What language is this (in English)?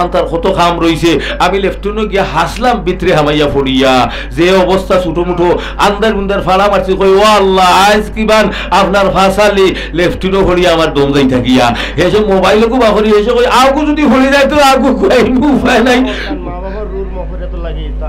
Sylheti